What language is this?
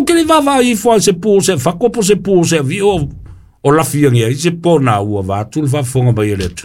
Samoan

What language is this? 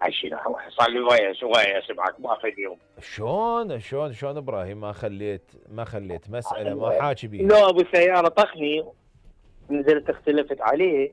Mesopotamian Arabic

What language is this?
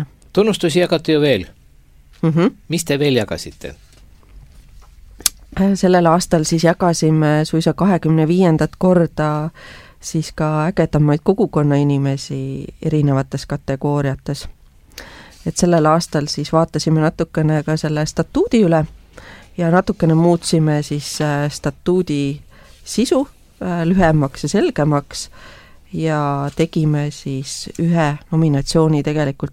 Estonian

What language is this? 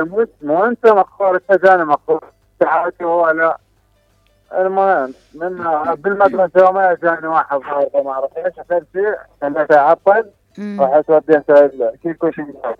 Mesopotamian Arabic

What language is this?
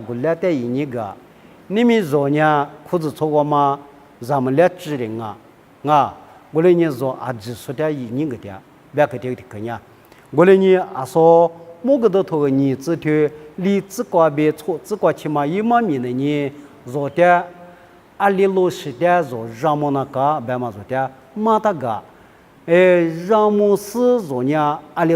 Lisu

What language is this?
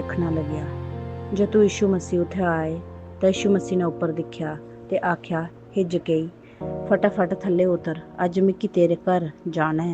Dogri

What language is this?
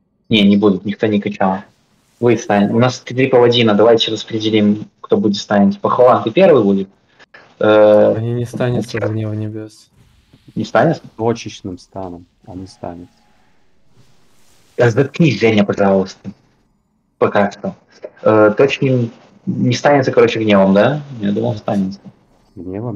Russian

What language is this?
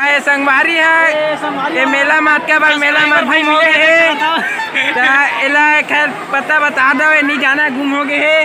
Chhattisgarhi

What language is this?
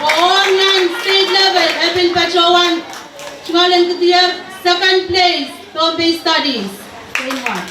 Pohnpeian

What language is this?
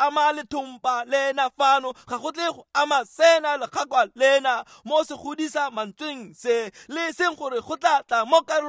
Tswana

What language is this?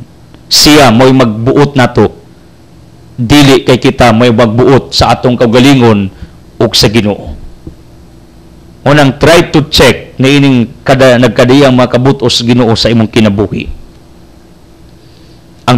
Cebuano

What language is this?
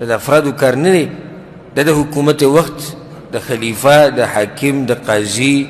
Pashto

